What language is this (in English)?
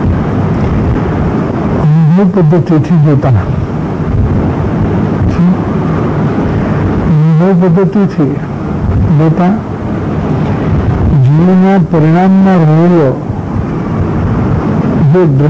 Gujarati